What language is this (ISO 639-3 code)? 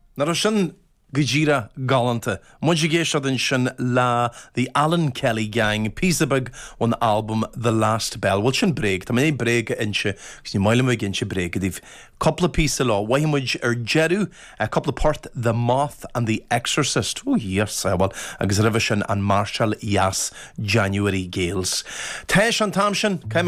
gle